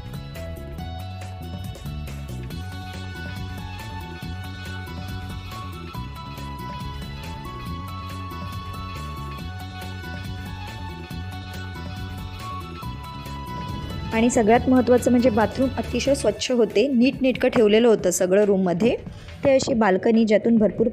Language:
Marathi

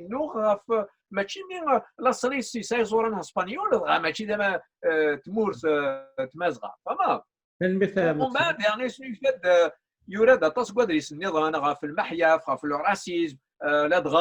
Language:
Kabyle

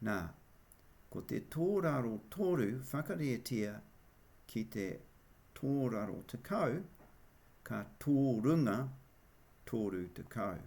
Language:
Māori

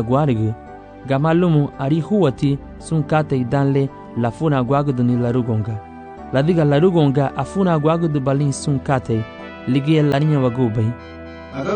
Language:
Garifuna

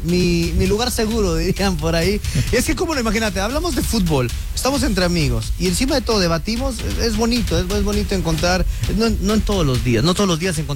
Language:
Spanish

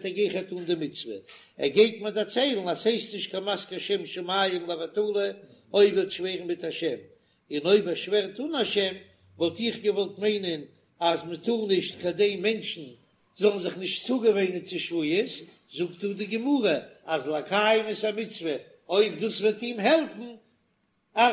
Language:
Yiddish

